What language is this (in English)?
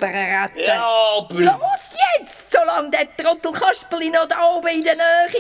Swiss German